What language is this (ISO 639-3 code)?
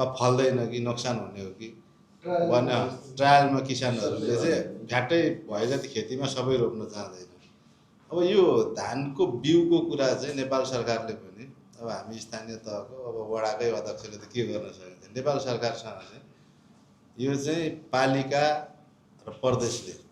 nep